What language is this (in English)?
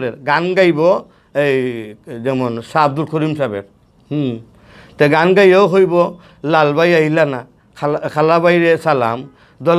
Sylheti